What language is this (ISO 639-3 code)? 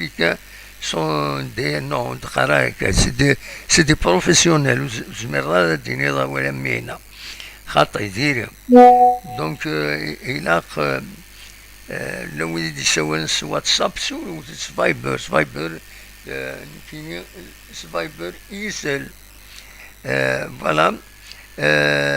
kab